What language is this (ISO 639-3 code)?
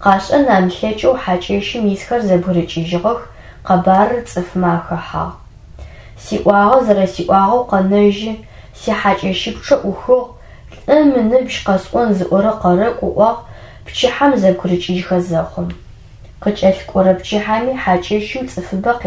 ady